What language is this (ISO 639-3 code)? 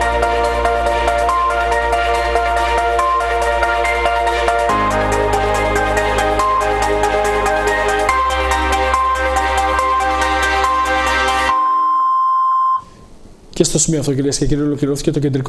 ell